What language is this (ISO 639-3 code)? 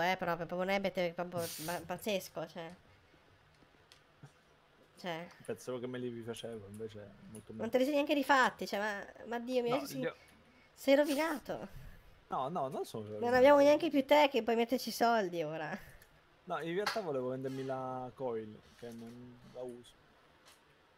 ita